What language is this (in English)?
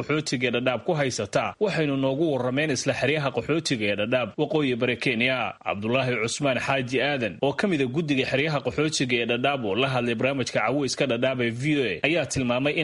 Somali